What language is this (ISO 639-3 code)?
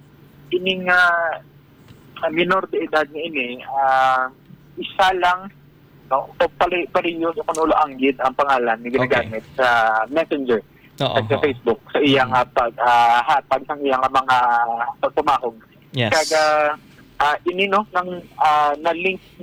hil